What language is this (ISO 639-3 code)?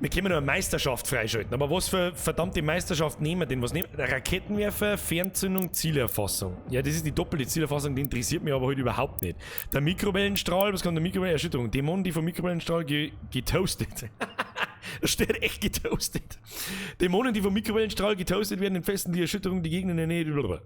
bar